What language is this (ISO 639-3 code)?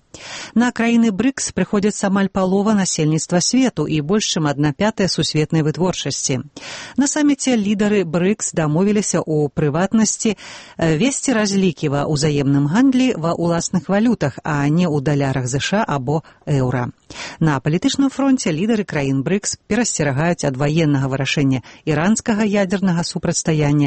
bel